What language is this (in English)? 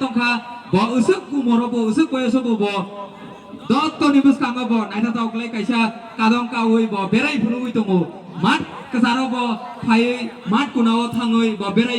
Kok Borok